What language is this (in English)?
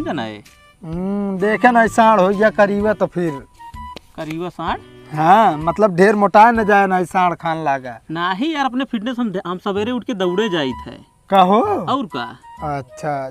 Awadhi